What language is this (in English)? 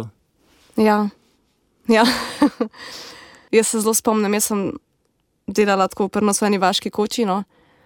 Slovenian